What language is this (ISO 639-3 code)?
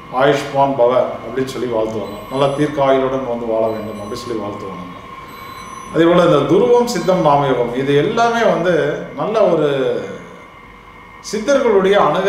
tam